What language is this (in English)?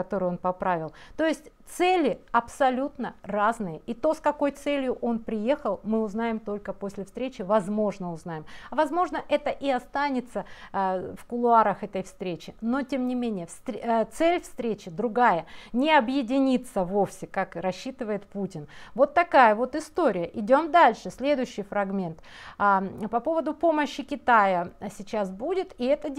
Russian